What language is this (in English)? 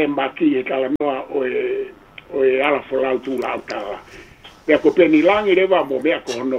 Tongan